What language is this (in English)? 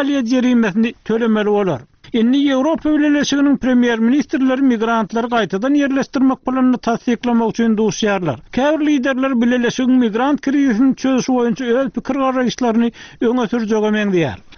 Turkmen